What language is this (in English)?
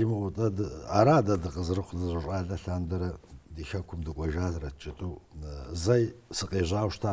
Kabardian